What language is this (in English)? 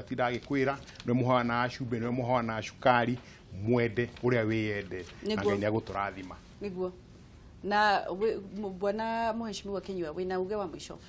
Kikuyu